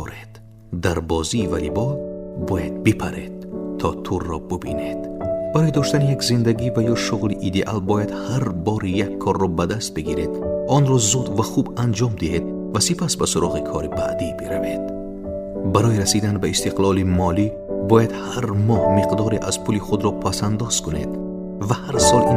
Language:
Tajik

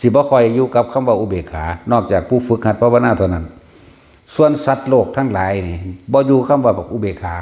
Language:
Northeastern Thai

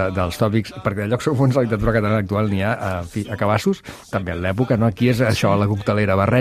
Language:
Catalan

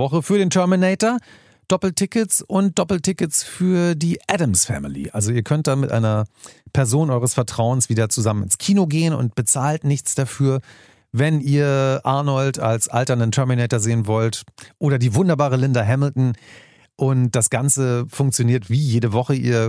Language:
German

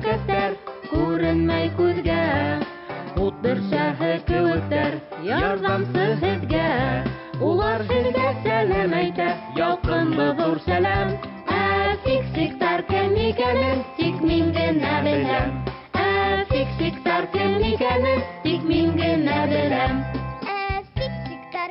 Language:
Bashkir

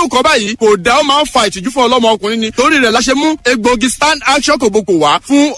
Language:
Yoruba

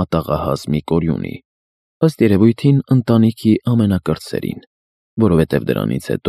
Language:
Armenian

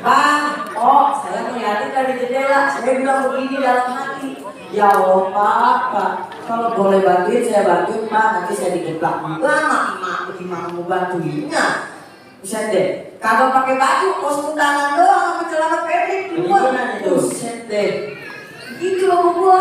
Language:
Betawi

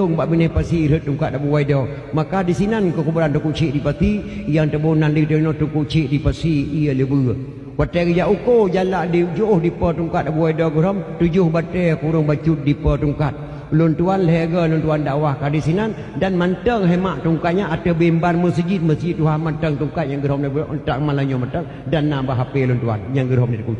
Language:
Achinese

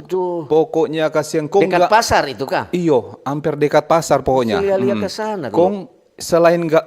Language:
Manado Malay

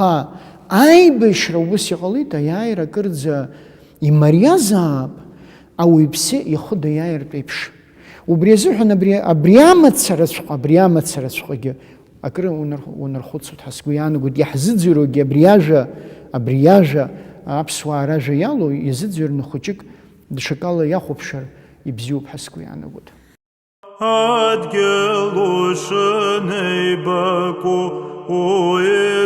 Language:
Abkhazian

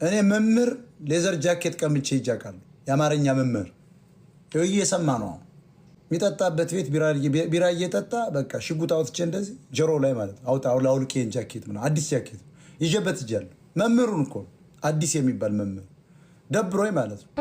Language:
Amharic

